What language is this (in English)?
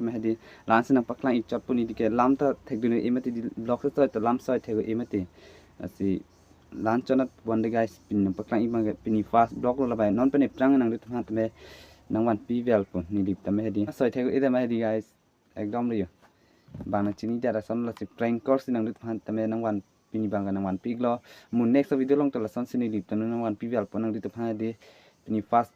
Karbi